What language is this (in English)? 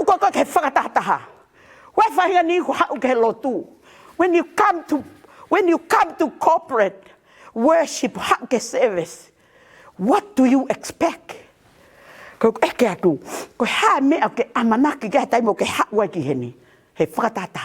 Tongan